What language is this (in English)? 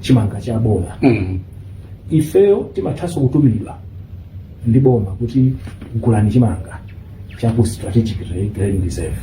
Nyanja